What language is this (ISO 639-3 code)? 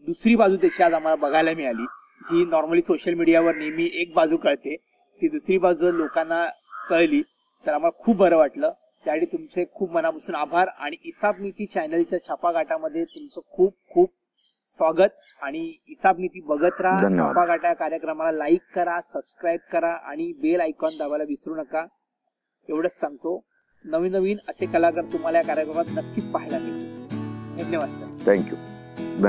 mar